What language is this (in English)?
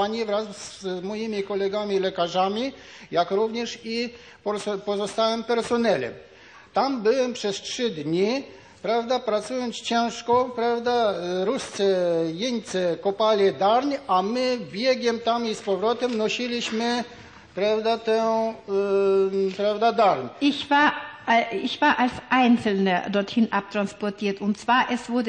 Polish